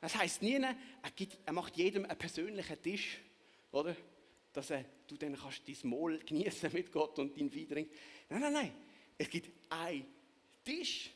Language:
Swiss German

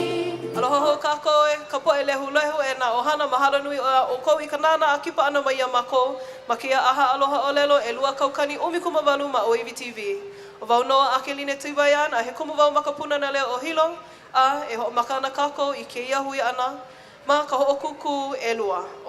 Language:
Hawaiian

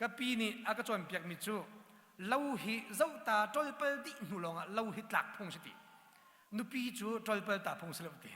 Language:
Hakha Chin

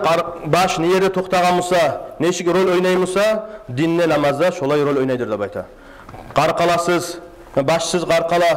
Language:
Kumyk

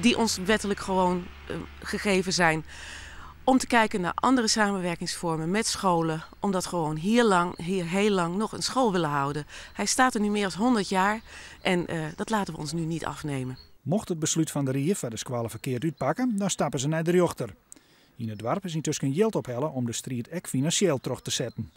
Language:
Western Frisian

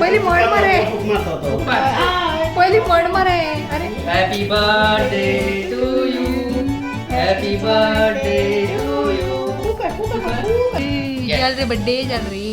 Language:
Konkani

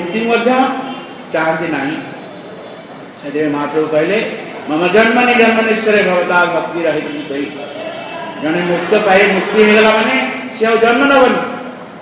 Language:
Odia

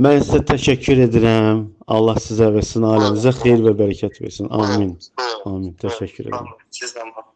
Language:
Azerbaijani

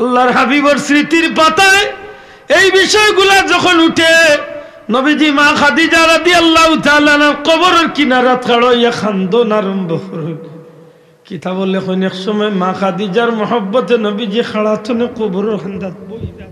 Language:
Sylheti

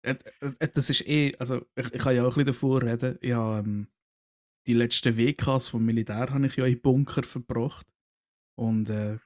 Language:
Swiss German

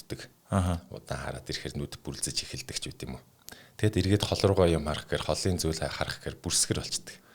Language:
Mongolian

